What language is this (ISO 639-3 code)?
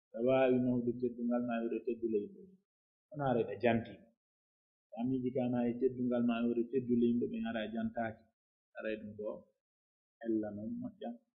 fuf